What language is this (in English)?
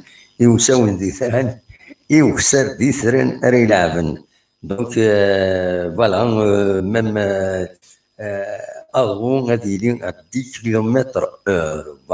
Kabyle